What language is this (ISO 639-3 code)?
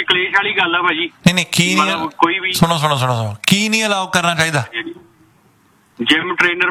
pan